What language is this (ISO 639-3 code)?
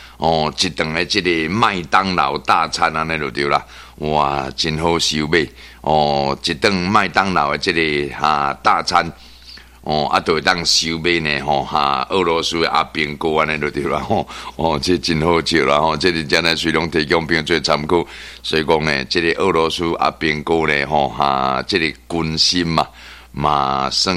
nan